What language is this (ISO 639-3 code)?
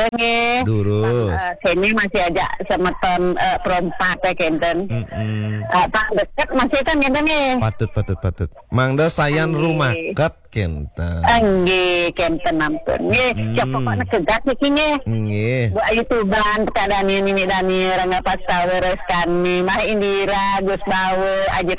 ban